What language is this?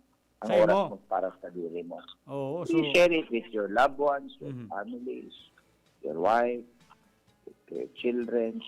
Bikol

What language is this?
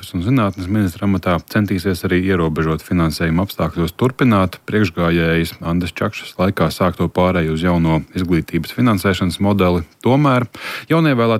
Latvian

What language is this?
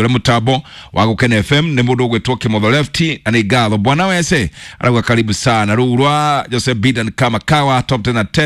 Kikuyu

